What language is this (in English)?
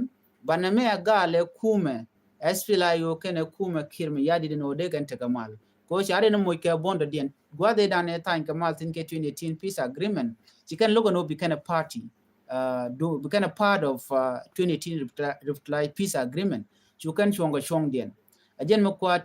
Nuer